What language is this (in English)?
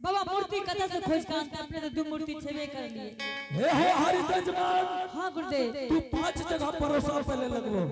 Angika